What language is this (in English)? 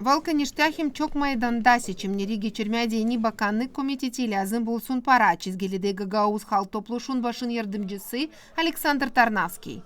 Gagauz